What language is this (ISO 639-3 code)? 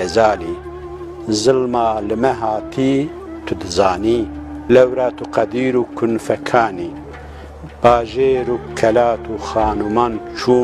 kur